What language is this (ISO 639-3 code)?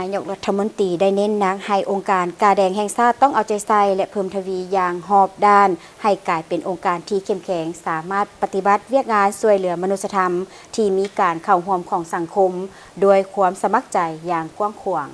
lao